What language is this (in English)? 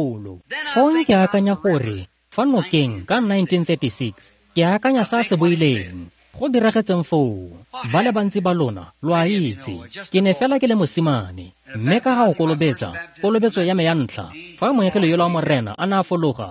Tswana